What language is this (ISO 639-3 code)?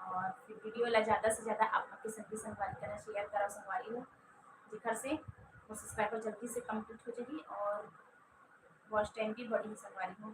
hne